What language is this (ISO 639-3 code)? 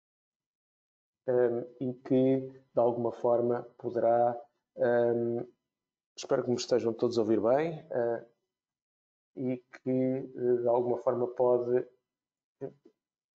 por